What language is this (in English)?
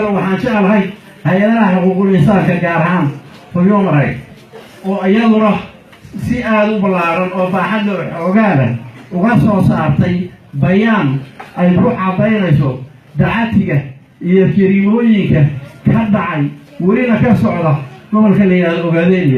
Somali